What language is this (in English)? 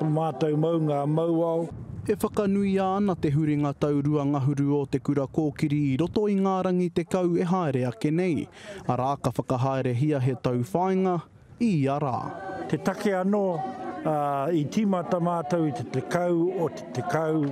Māori